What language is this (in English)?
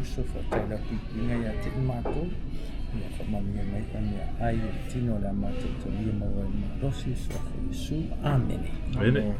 Samoan